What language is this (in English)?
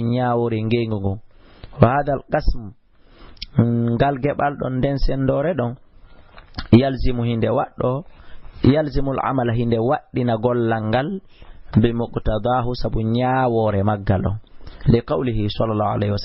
Fula